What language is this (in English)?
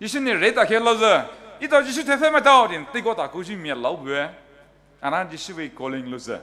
Poumei Naga